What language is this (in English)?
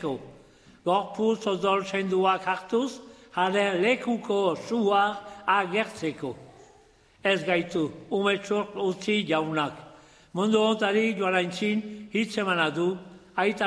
Basque